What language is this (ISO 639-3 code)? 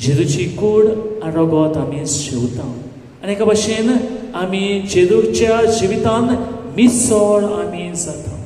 kok